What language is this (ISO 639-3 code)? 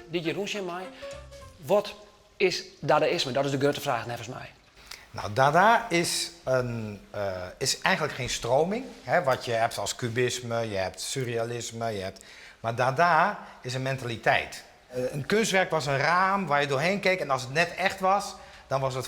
fry